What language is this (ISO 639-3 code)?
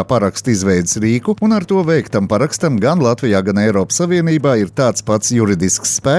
lav